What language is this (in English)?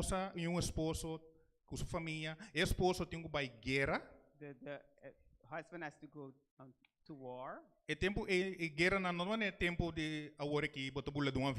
Papiamento